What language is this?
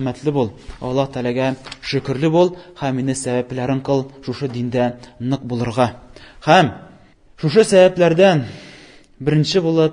Tatar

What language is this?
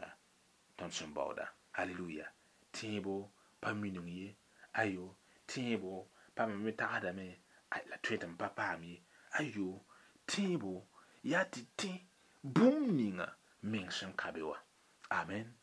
Mossi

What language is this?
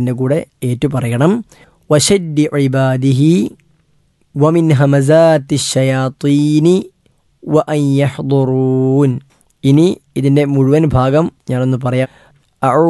Malayalam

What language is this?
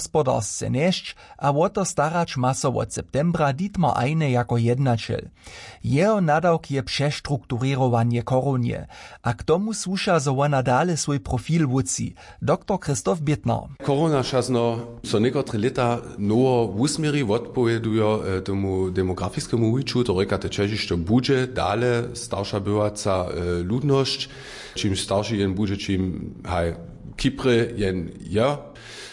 Upper Sorbian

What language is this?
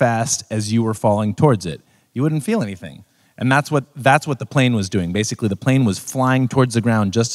English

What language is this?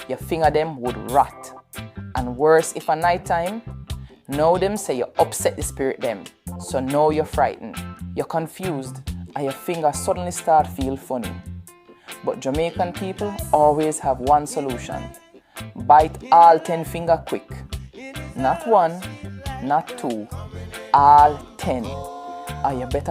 Jamaican Creole English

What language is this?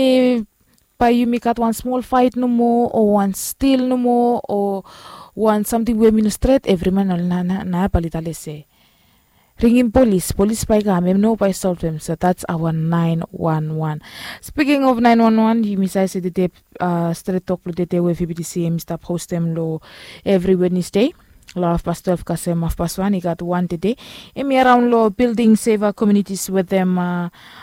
Bislama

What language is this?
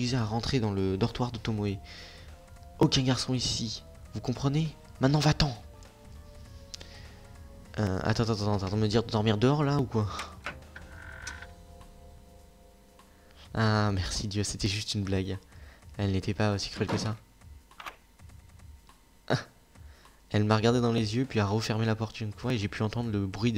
French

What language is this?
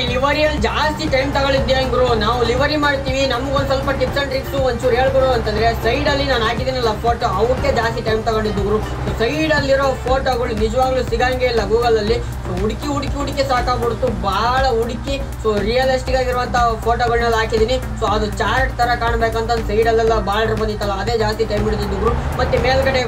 Kannada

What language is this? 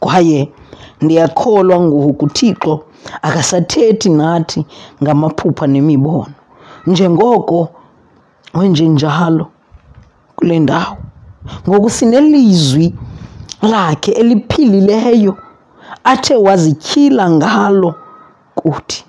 Xhosa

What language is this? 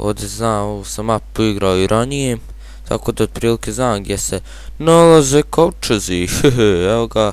Bosnian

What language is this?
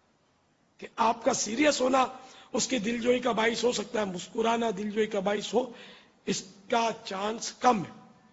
Urdu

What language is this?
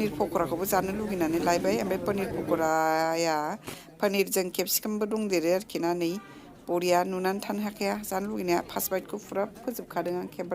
Bodo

